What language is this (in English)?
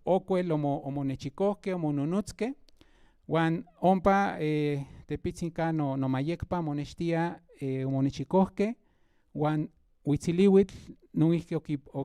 Central Nahuatl